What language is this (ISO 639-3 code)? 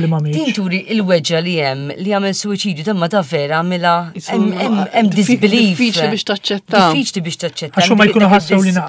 mlt